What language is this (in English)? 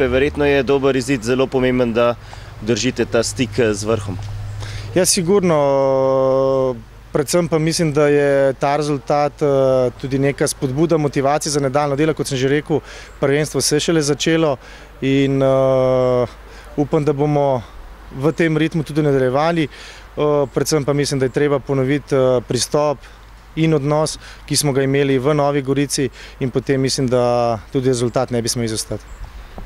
Slovenian